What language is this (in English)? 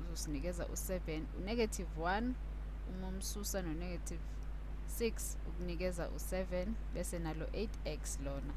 Zulu